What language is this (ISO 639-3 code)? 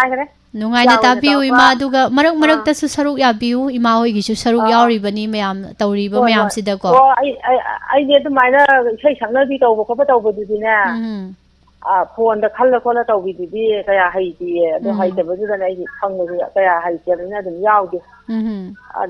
mni